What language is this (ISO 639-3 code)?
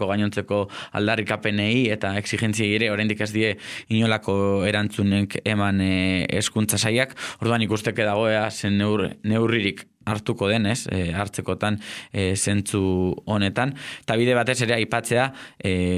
eus